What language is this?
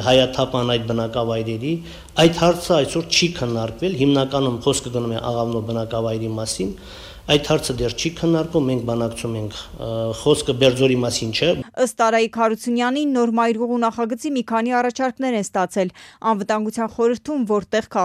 Armenian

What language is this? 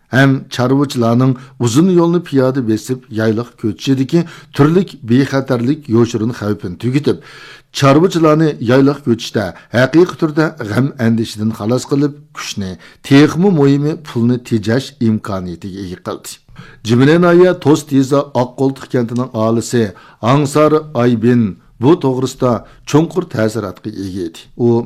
Uyghur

